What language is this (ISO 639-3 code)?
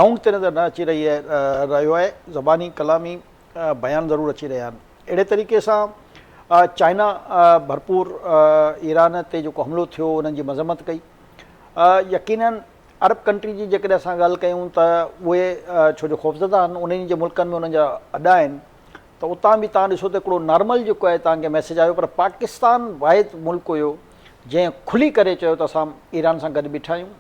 snd